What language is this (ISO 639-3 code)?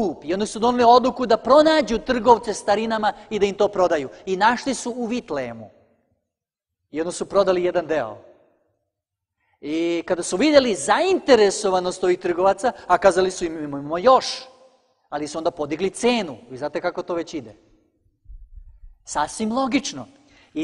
srp